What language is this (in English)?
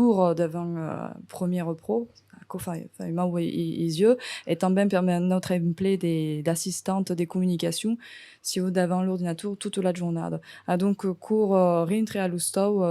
Occitan